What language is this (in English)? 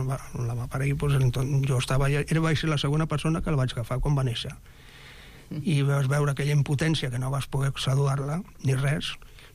Catalan